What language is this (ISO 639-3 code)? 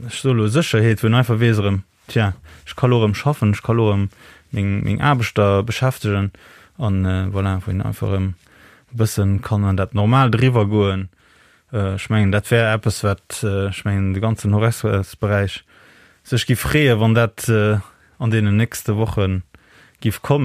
ltz